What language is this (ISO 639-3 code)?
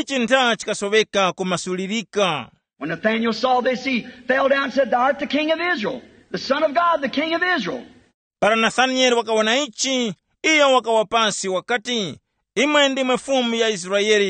tum